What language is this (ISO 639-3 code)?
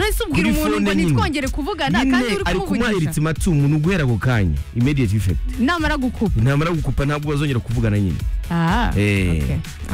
kin